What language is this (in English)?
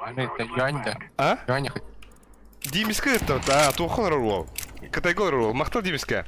Yakut